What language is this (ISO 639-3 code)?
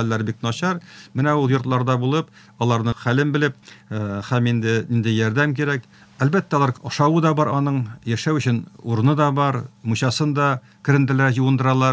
tat